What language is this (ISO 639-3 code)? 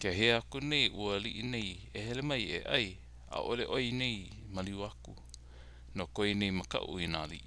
haw